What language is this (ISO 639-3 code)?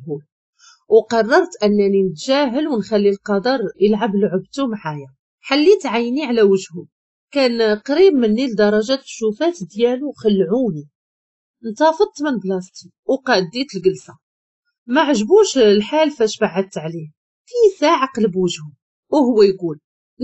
ary